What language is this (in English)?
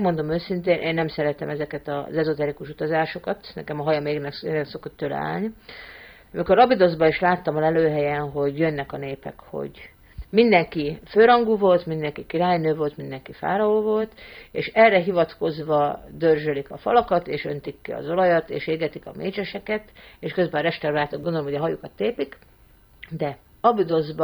Hungarian